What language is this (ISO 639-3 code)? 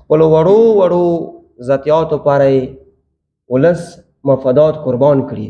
pus